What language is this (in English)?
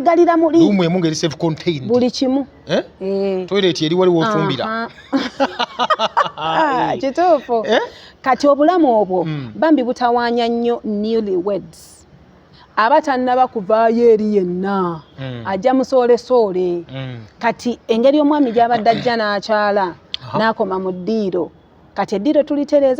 Ganda